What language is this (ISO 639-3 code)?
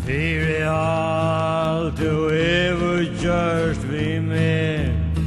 fao